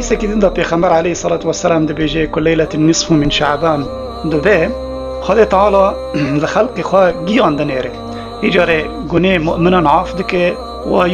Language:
Kurdish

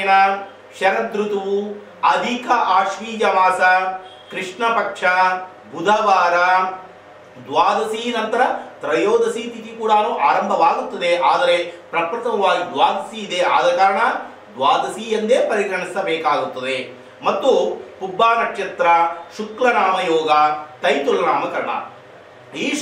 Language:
Kannada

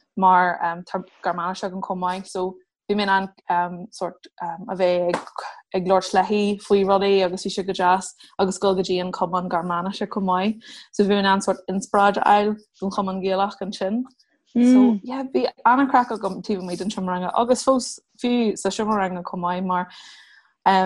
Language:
Irish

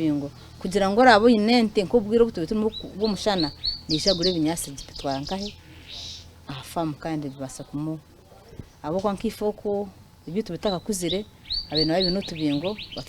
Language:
Nyankole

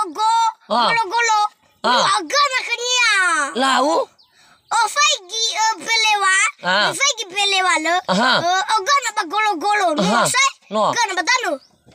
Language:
Nias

